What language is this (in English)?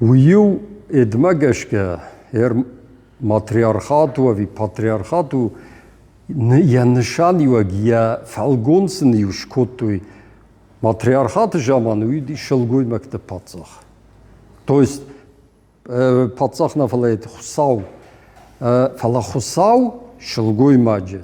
Ossetic